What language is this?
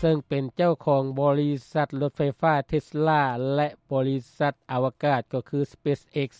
Lao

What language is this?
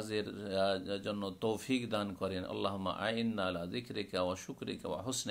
Bangla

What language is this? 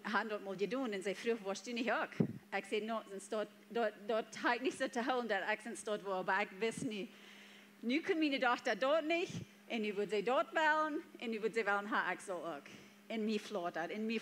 Plautdietsch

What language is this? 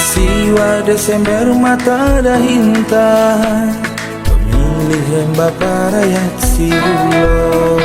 Batak Karo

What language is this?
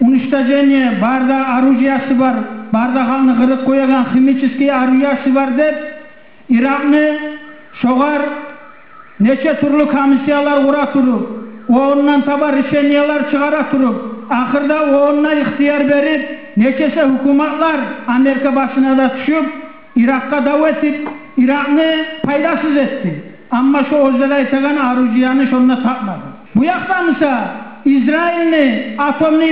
Kumyk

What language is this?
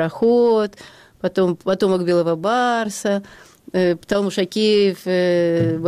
Kyrgyz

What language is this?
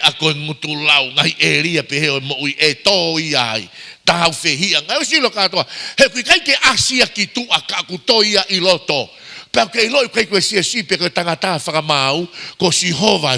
Tongan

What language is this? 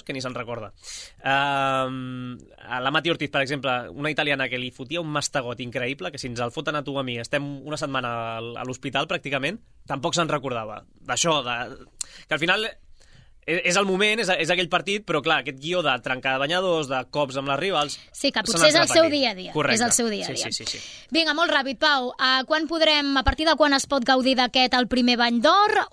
Catalan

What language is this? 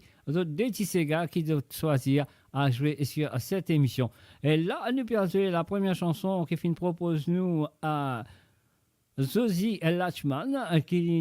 Morisyen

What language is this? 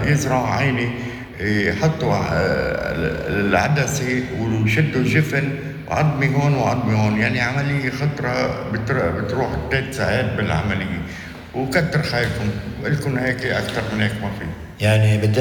North Levantine Arabic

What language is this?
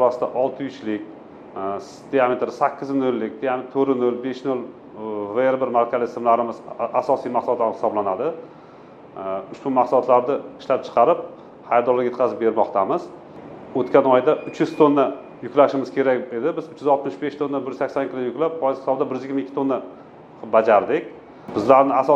Uzbek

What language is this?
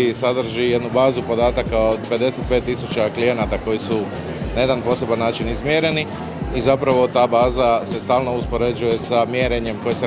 Croatian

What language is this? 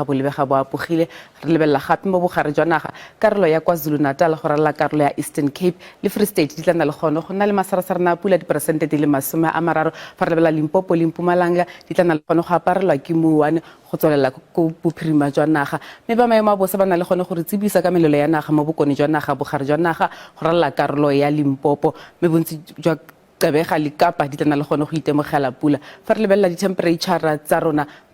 Tswana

